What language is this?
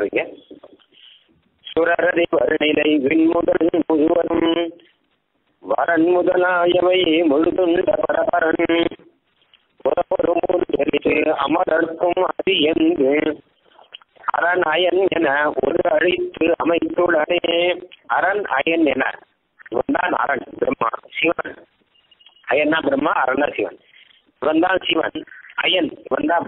Tamil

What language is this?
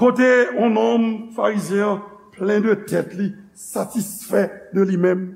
Haitian Creole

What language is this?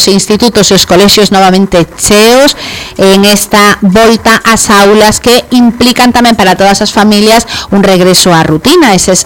Galician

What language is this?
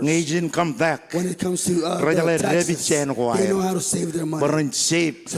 Marshallese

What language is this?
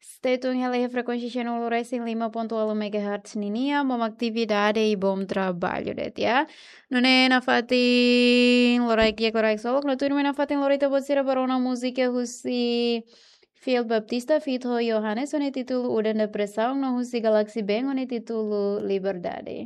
Tetum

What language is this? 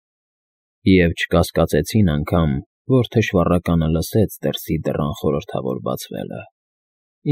Armenian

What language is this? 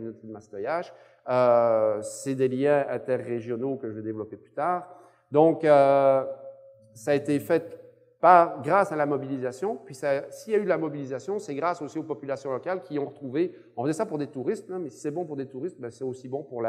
French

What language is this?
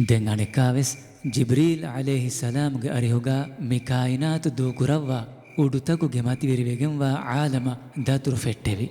Divehi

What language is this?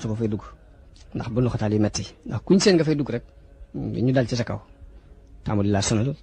Wolof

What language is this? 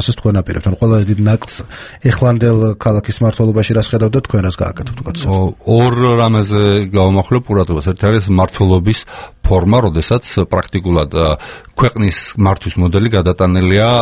Georgian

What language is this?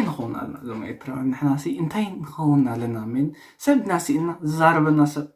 Tigrinya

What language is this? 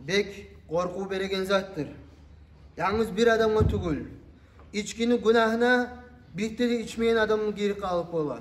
Kumyk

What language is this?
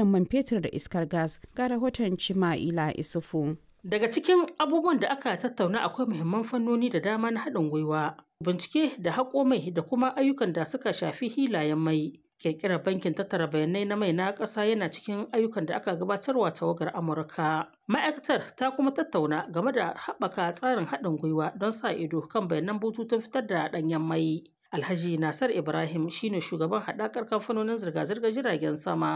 Hausa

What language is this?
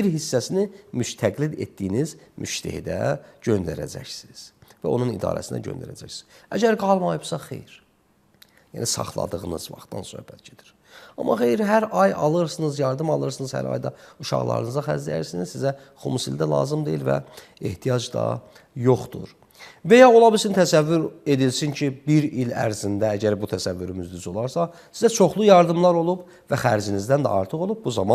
Azerbaijani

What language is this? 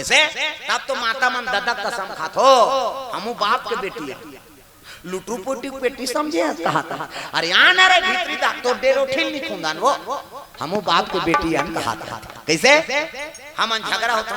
Chhattisgarhi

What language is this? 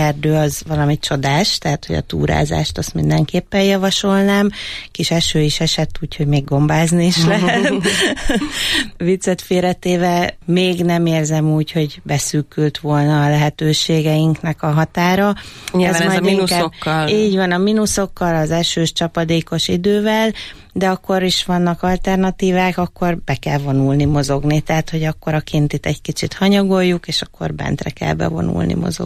Hungarian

